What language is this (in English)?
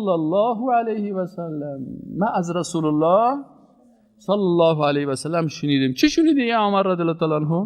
Persian